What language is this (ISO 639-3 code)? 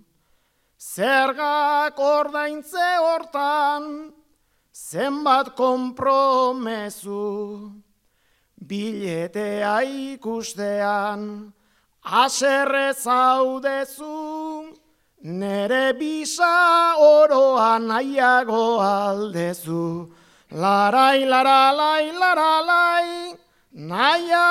eus